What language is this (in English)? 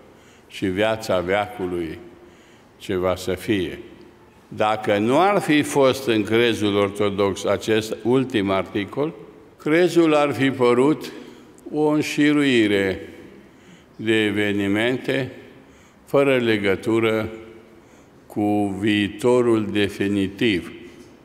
Romanian